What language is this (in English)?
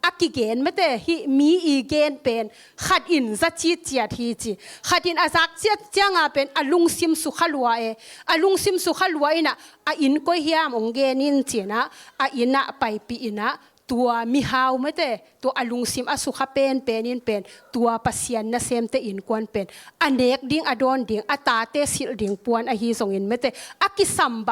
Tedim Chin